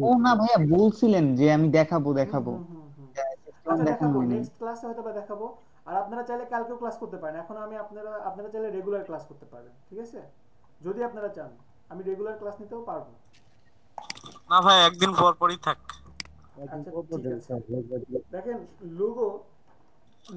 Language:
Bangla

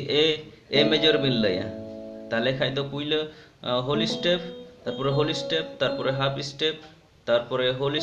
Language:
Santali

